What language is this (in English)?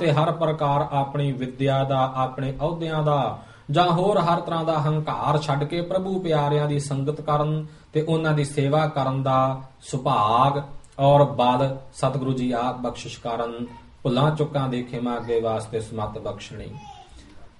Punjabi